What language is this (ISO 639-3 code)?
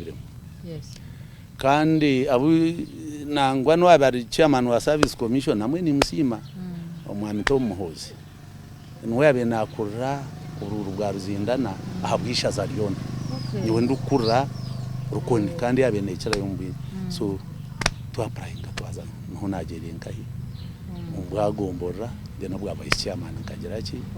nyn